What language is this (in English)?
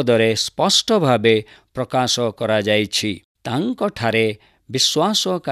Odia